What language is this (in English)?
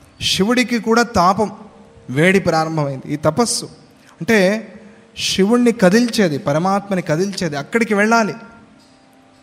Telugu